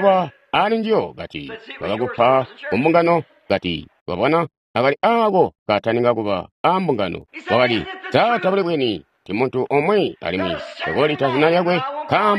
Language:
Tonga (Zambia)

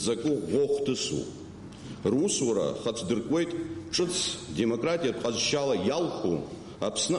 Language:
Abkhazian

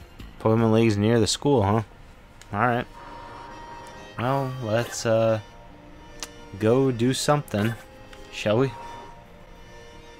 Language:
English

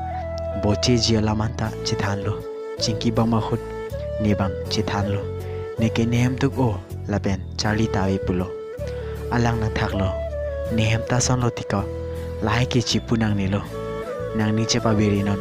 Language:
Karbi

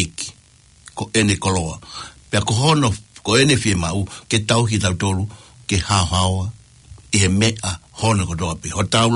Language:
Tongan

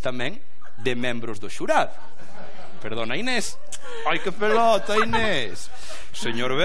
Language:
Galician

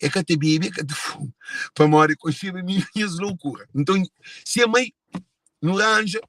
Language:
Kabuverdianu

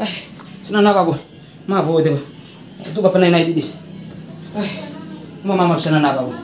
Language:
Bima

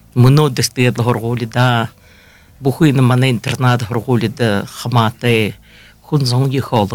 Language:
Buriat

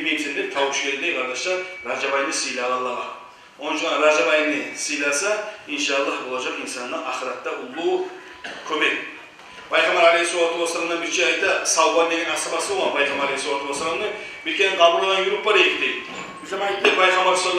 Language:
Kumyk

